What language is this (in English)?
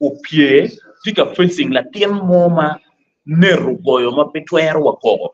Acoli